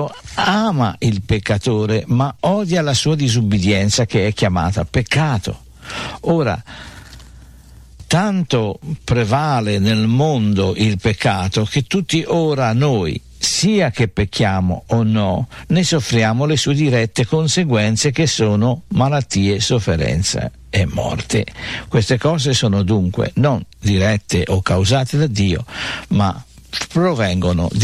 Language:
Italian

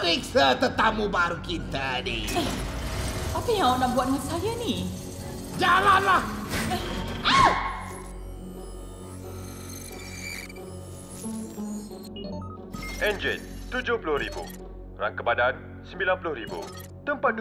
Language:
Malay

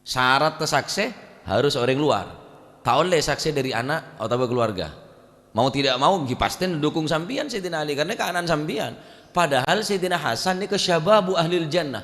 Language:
Madurese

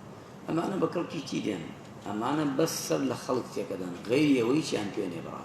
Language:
Central Kurdish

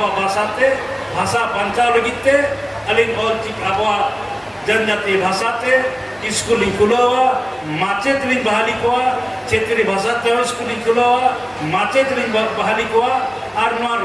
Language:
Santali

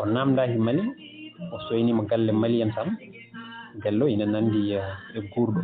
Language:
Fula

